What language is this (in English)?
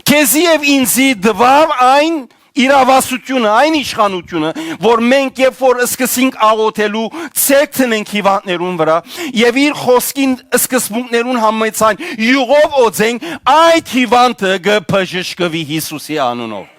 Western Armenian